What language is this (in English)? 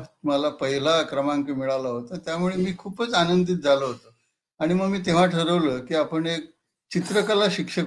Marathi